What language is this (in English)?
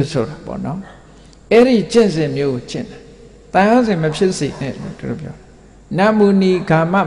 Burmese